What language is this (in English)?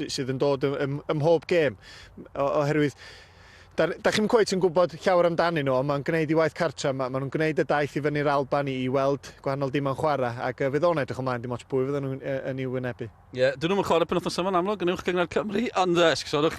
Welsh